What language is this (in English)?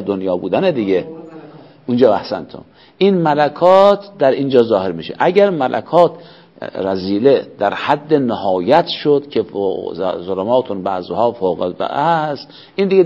Persian